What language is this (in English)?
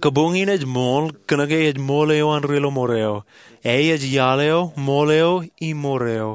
Marshallese